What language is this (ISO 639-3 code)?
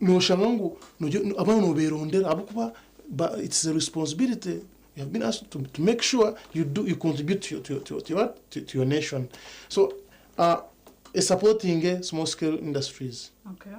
nyn